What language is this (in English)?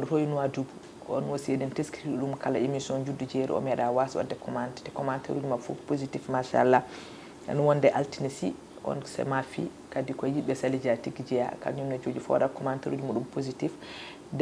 Fula